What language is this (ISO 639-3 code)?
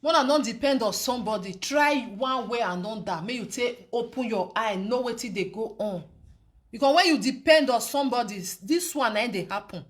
pcm